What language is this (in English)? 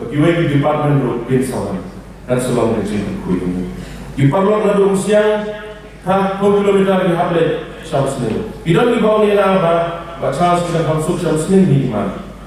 Khasi